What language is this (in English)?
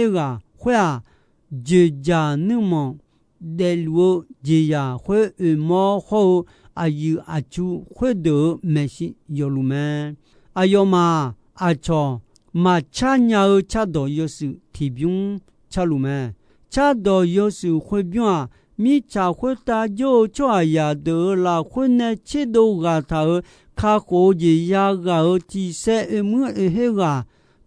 Akha